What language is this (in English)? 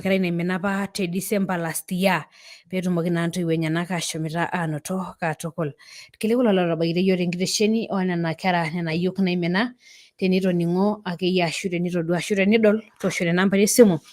Masai